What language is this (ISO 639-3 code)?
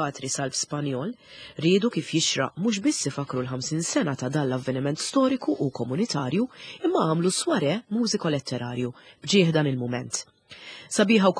mlt